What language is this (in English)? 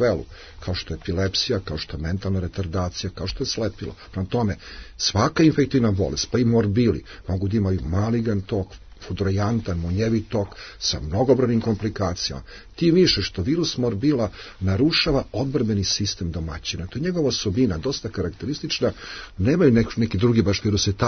Serbian